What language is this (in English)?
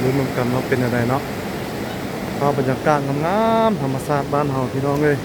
Lao